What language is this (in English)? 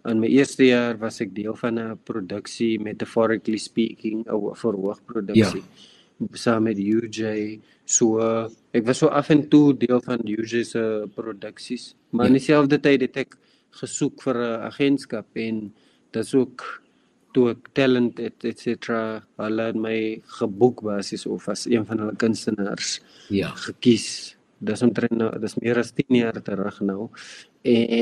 Afrikaans